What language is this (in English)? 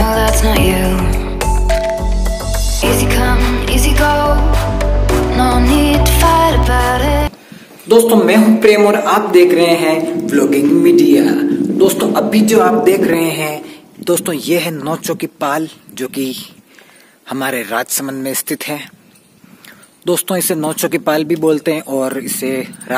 Hindi